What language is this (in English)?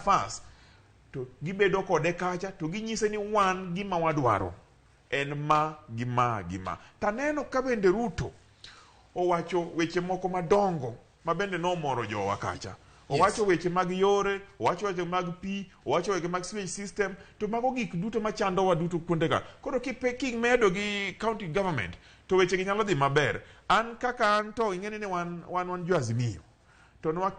Luo (Kenya and Tanzania)